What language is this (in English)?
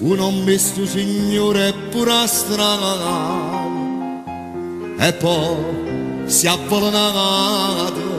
Neapolitan